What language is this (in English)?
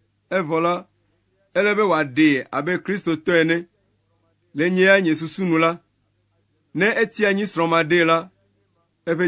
Ewe